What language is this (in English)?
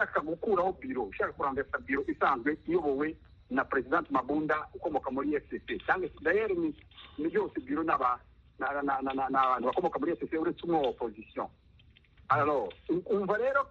Kinyarwanda